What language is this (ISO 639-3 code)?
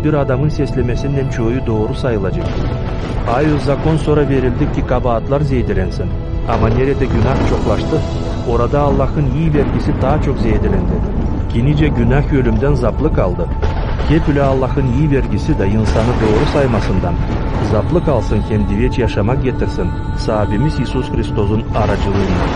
gag